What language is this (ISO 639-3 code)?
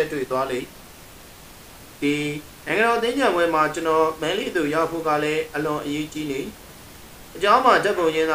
mya